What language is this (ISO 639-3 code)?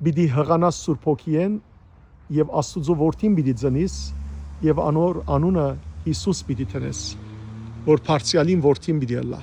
hyw